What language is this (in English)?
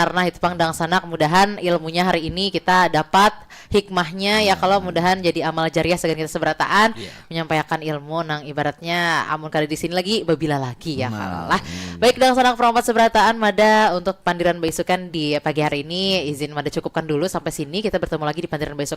Banjar